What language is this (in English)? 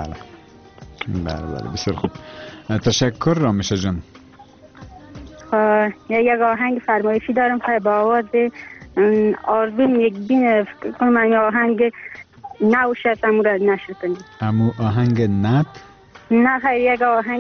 Persian